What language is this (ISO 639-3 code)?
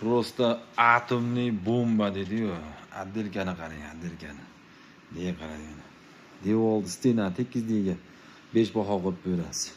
uzb